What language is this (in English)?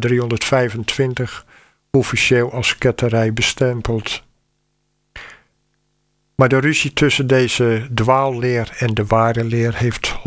Dutch